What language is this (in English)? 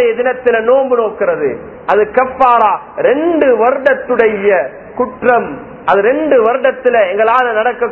Tamil